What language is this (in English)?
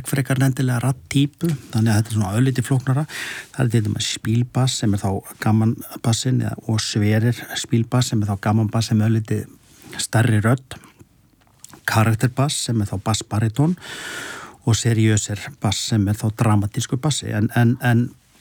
Icelandic